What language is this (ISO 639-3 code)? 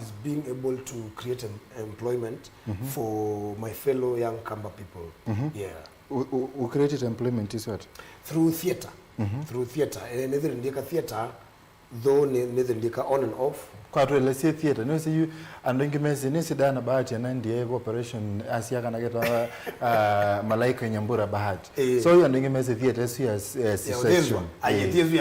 kam